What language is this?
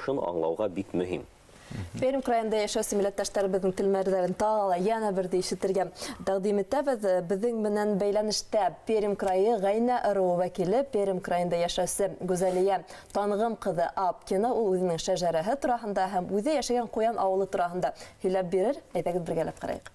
Bashkir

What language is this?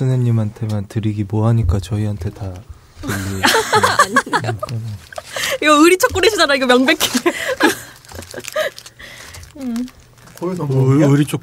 Korean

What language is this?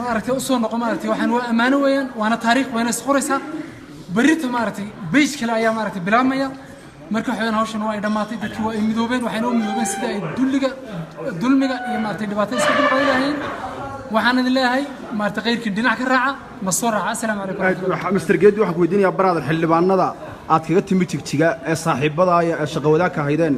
Somali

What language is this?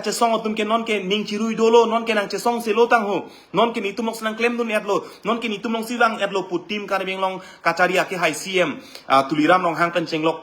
Karbi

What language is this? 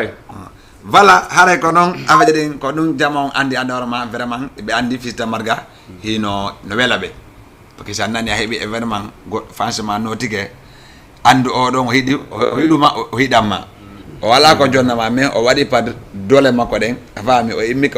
Fula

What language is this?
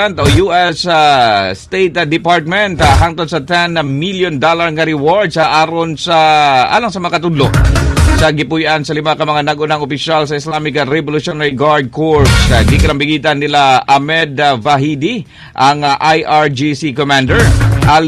Cebuano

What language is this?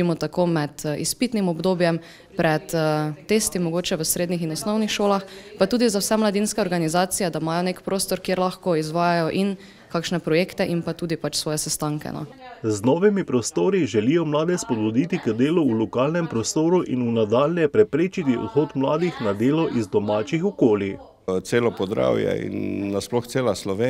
Slovenian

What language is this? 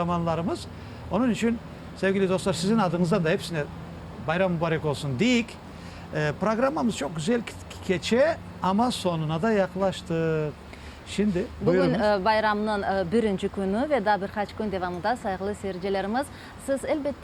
Crimean Tatar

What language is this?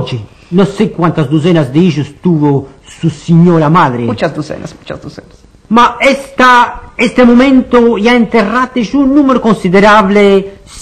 Ladino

